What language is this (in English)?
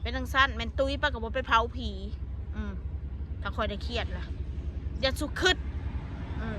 Northeastern Thai